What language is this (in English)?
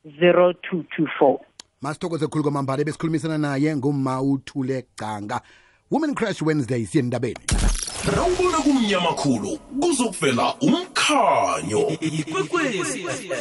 South Ndebele